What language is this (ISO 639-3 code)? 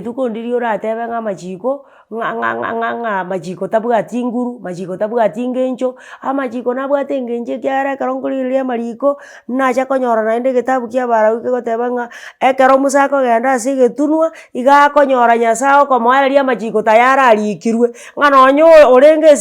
guz